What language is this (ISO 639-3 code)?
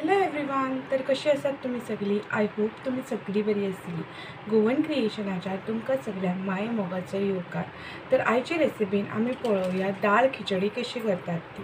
kok